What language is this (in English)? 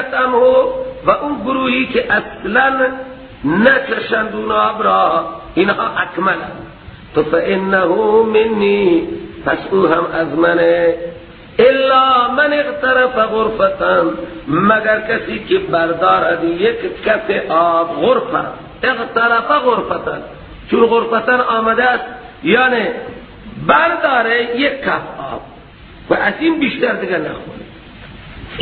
Persian